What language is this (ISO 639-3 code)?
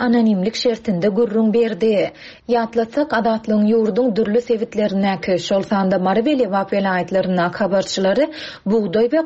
tuk